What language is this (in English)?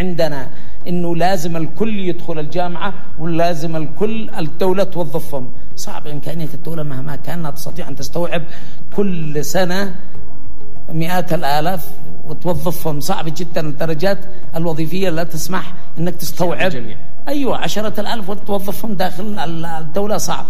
Arabic